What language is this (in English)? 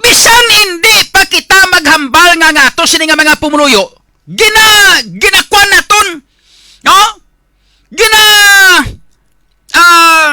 Hiligaynon